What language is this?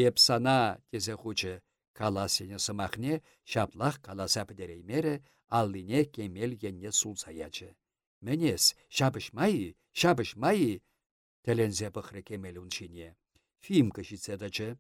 Chuvash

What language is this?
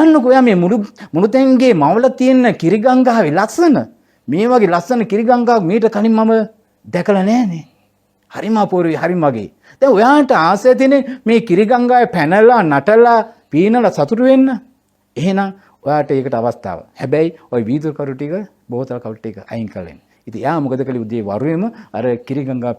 Sinhala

